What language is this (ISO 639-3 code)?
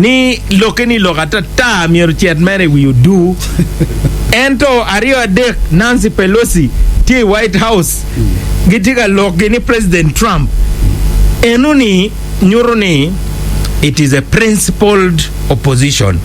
ach